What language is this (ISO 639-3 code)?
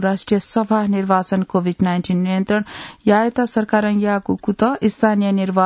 new